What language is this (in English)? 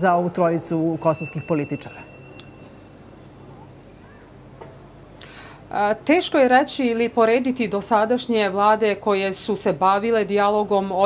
Serbian